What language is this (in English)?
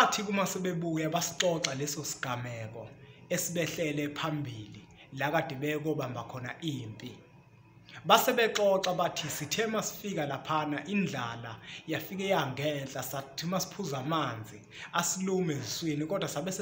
Zulu